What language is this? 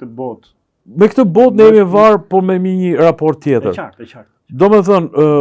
Albanian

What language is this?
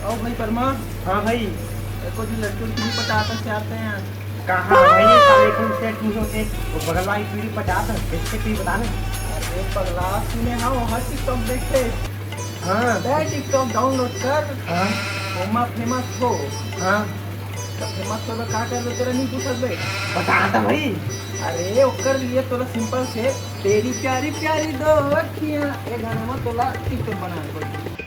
Chhattisgarhi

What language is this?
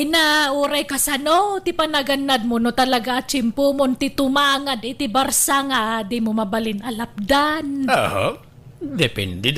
Iloko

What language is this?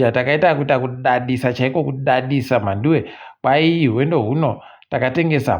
Ndau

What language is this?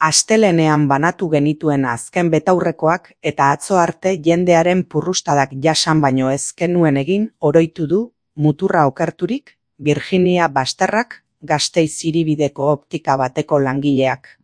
Basque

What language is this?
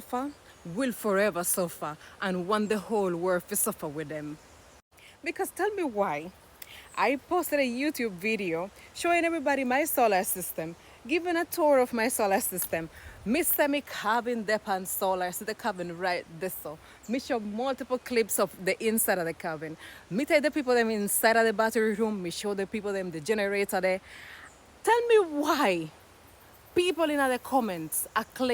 Jamaican Creole English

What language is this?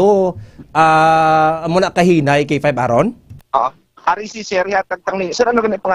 Hiligaynon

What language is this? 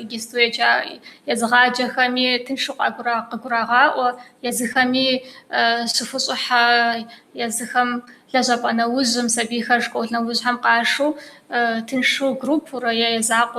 Kabardian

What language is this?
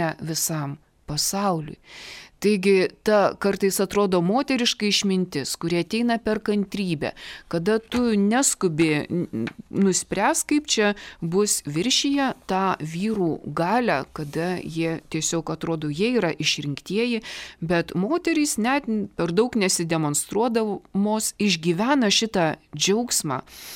Lithuanian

